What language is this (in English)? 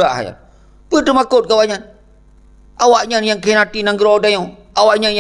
Achinese